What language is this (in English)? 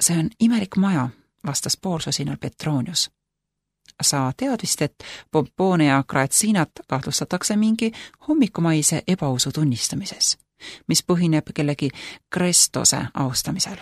Estonian